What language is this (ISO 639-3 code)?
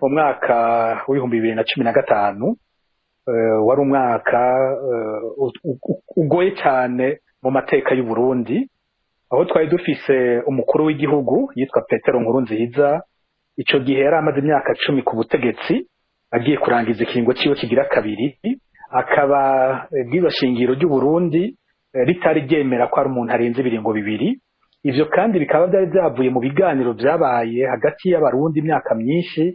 run